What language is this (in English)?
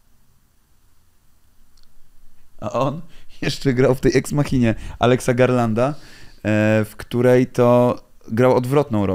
Polish